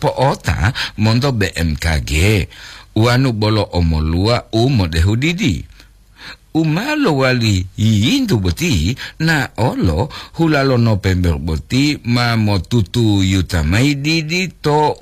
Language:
Gorontalo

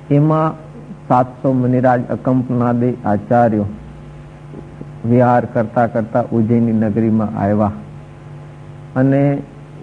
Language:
Gujarati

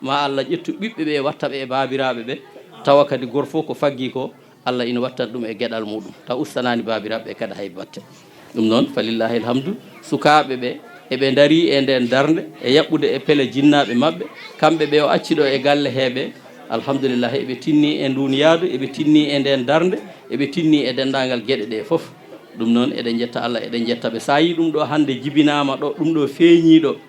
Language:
Fula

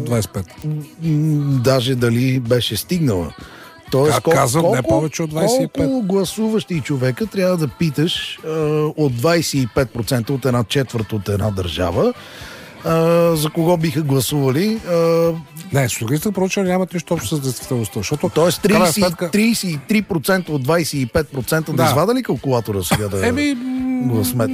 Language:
Bulgarian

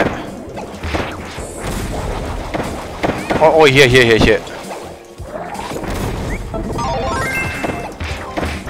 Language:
Thai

